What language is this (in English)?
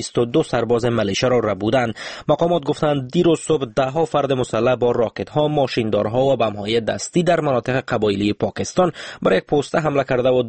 Persian